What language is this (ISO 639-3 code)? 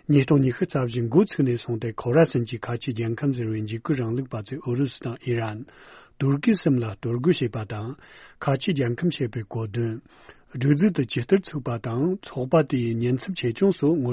bod